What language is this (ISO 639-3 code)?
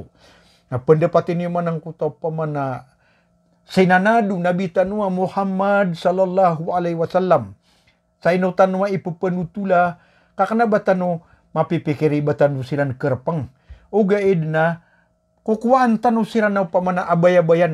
mrw